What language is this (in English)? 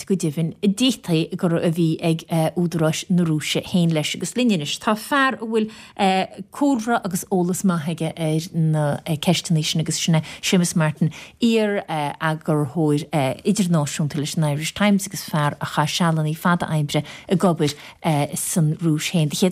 Irish